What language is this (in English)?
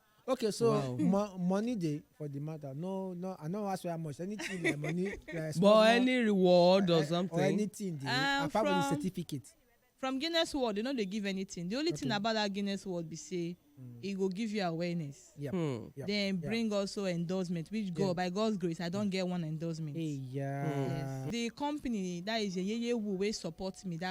Nigerian Pidgin